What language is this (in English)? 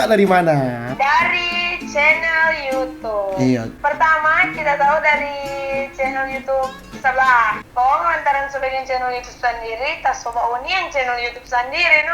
Manado Malay